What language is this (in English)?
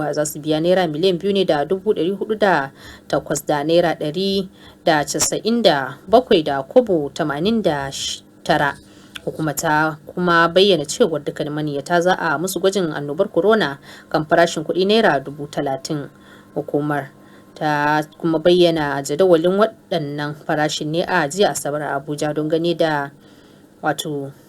Hausa